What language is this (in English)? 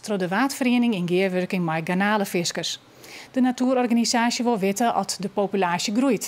Western Frisian